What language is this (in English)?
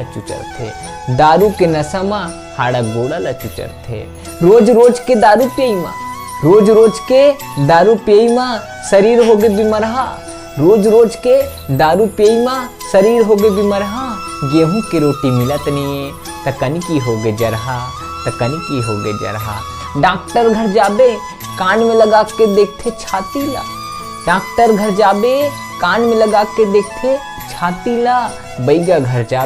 Chhattisgarhi